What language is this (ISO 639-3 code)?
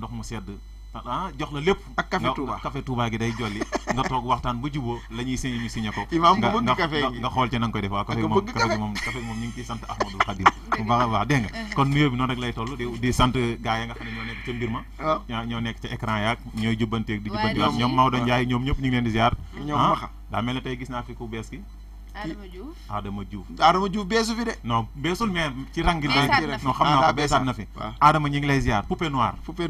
wol